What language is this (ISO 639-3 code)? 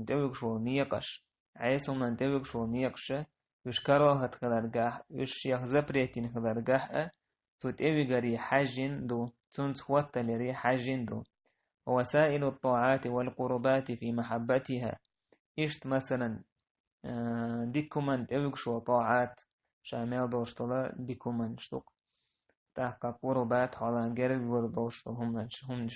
che